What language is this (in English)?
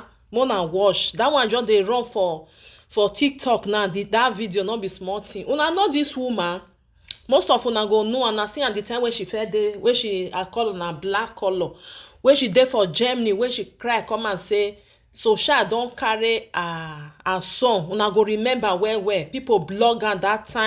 Nigerian Pidgin